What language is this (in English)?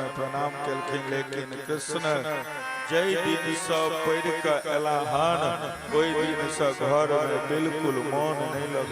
Maithili